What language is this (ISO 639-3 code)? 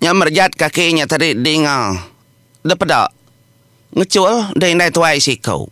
iba